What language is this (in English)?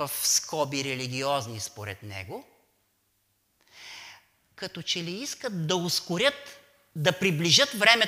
Bulgarian